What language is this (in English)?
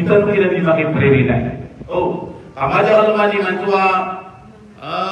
Maranao